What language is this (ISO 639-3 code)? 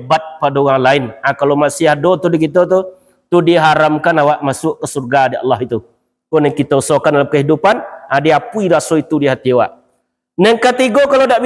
min